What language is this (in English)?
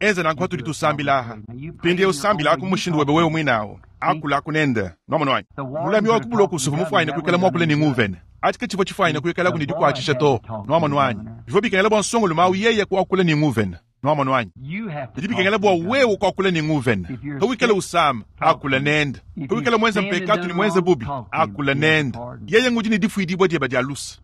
Luba-Lulua